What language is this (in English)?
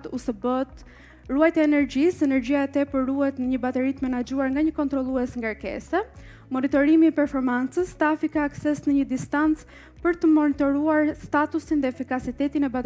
Albanian